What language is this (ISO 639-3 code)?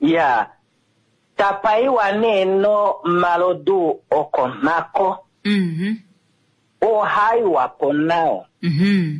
kua